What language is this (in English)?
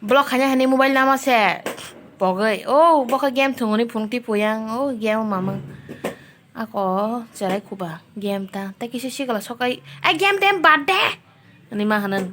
Kok Borok